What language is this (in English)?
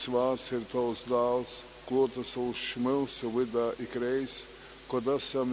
Latgalian